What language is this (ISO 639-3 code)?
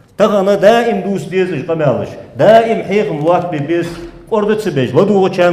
inh